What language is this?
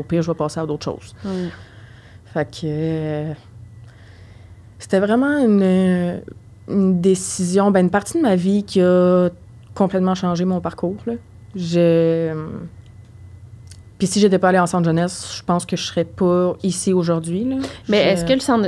French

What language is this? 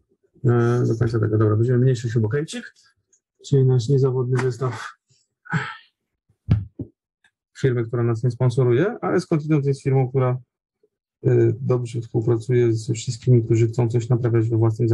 Polish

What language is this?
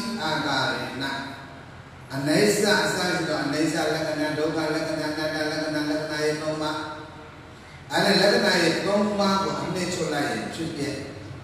Burmese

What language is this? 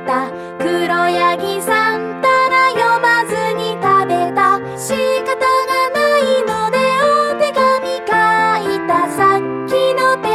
Japanese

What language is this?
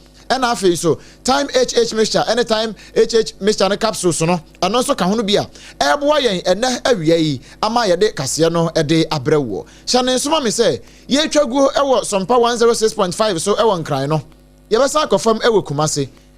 Akan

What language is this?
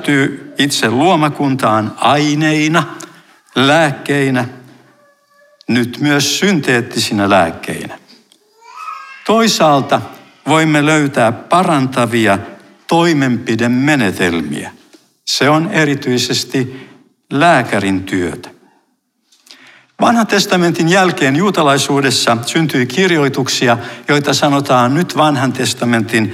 Finnish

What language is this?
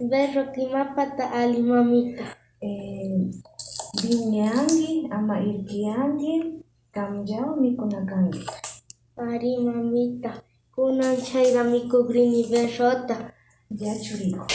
Imbabura Highland Quichua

